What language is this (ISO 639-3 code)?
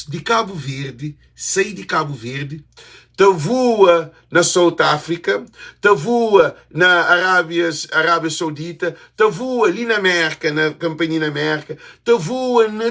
kea